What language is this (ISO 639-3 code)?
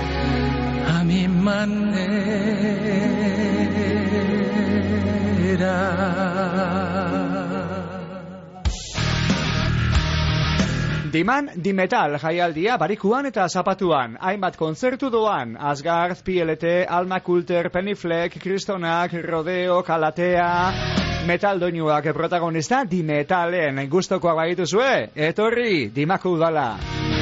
eus